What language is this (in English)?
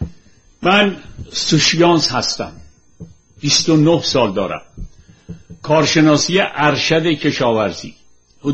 Persian